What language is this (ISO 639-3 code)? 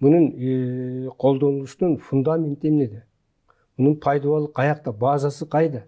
kir